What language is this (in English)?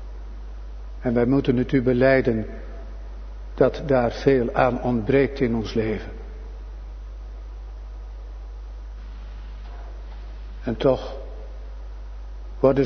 Dutch